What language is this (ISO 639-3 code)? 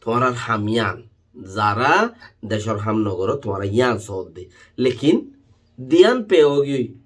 rhg